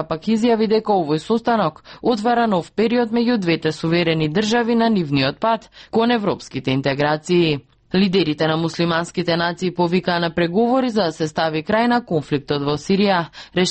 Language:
Macedonian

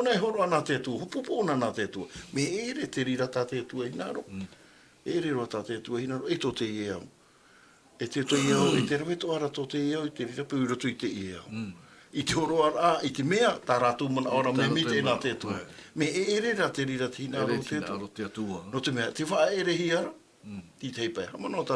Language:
Tahitian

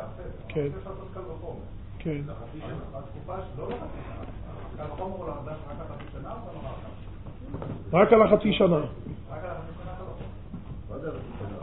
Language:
Hebrew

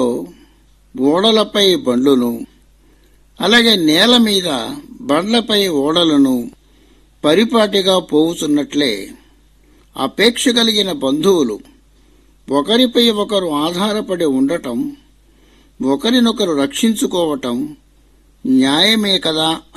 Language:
Telugu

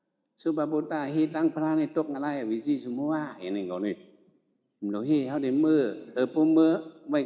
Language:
Shan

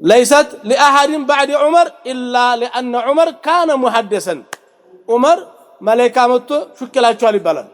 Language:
Amharic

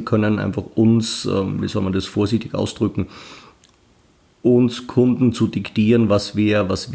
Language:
German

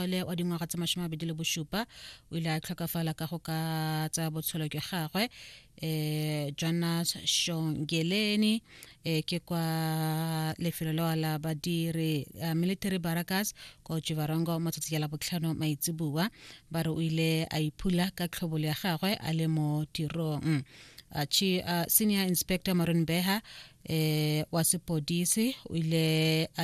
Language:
Tswana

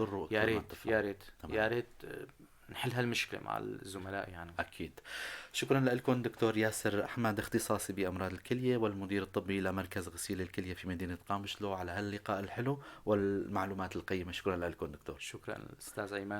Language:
North Levantine Arabic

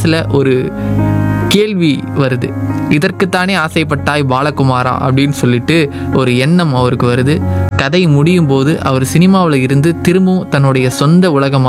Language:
Tamil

